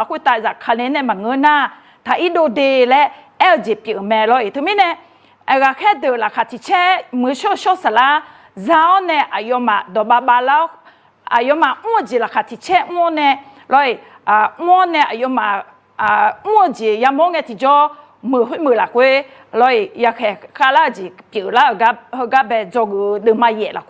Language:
Akha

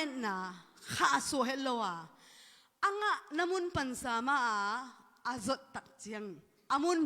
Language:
Tedim Chin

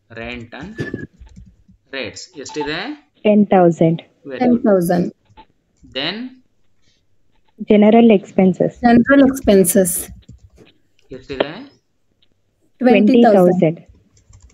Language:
Kannada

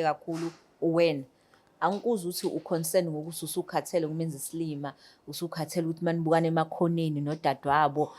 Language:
Zulu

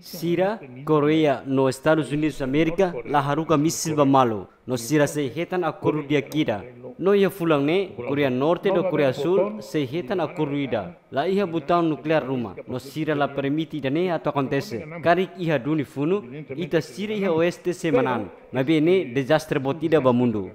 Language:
Tetum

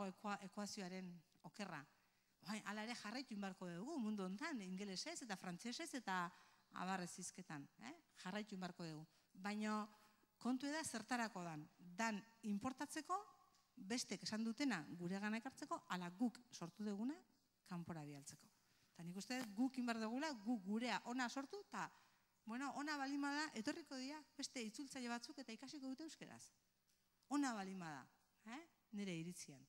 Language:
Basque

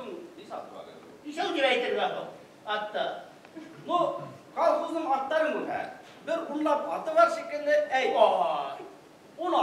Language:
Bashkir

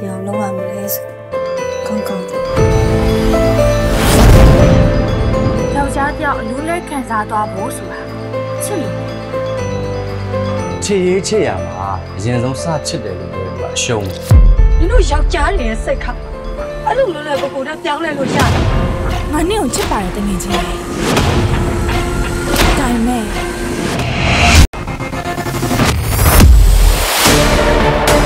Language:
Burmese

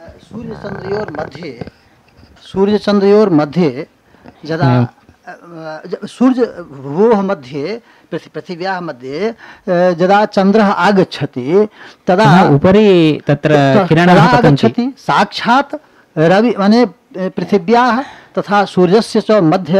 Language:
Sanskrit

